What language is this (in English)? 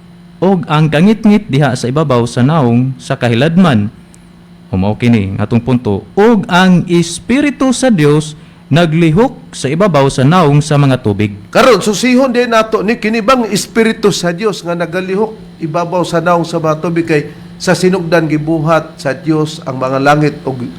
Cebuano